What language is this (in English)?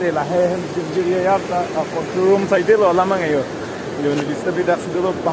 Karbi